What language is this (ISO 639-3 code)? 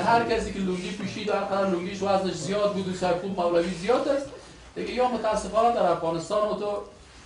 fas